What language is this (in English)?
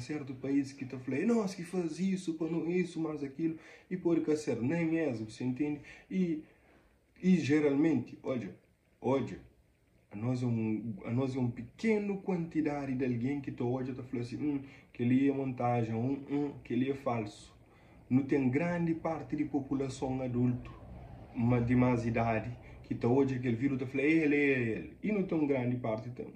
Kabuverdianu